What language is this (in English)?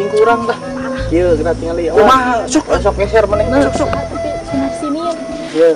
Sundanese